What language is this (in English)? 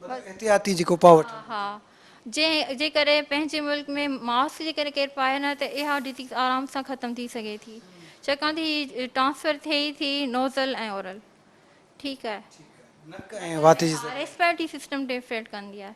Sindhi